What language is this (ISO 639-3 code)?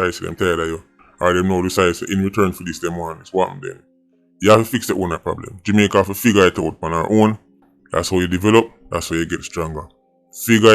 jam